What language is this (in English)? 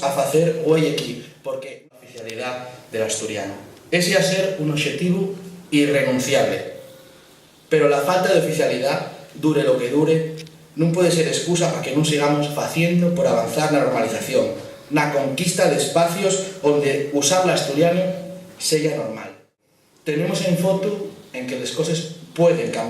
Asturian